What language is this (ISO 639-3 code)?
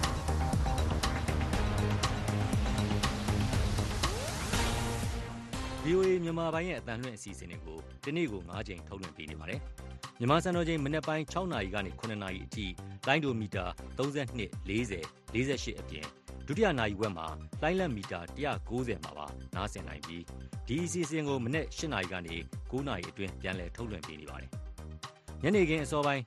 mya